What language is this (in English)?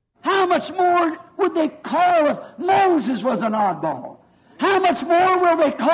Makhuwa